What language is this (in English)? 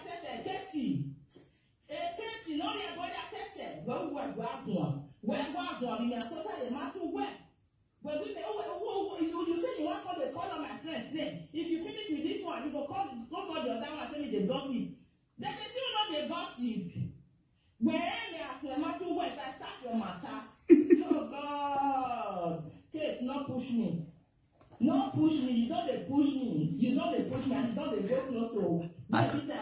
Nigerian Pidgin